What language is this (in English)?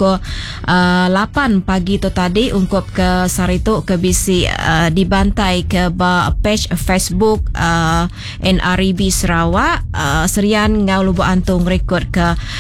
Iban